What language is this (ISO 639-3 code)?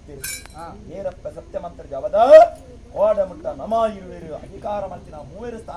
tcy